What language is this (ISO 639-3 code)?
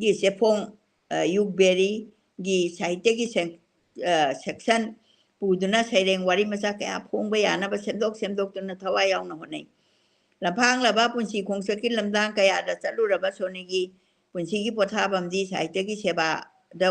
mni